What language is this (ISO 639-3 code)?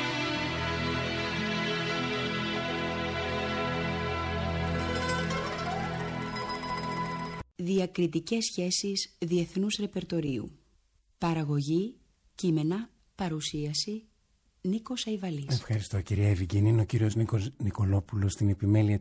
ell